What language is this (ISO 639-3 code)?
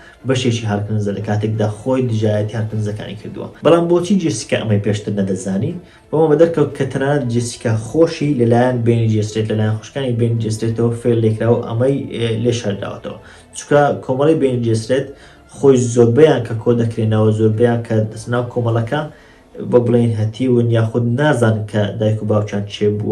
ckb